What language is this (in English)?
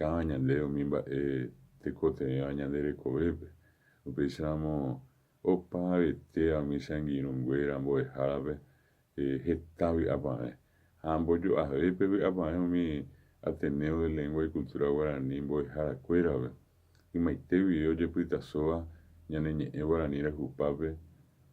Guarani